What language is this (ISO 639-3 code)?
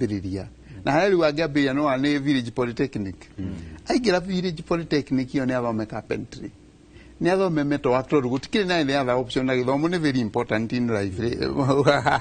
kik